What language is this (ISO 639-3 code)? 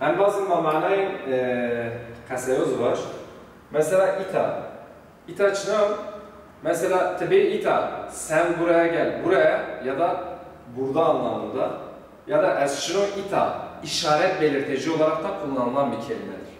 zza